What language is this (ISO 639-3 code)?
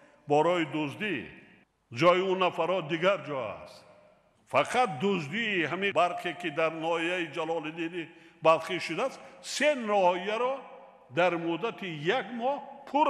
tgk